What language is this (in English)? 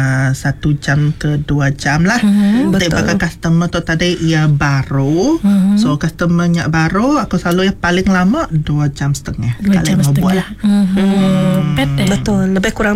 Iban